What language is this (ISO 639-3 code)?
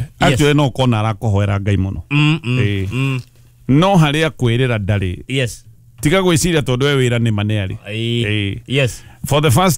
kik